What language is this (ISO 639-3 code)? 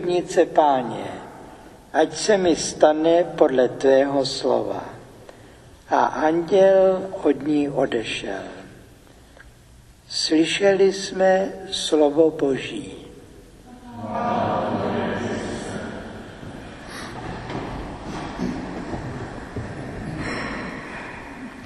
ces